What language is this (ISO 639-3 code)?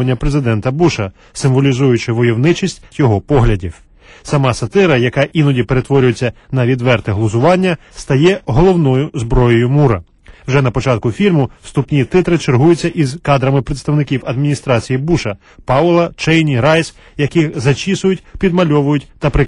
ukr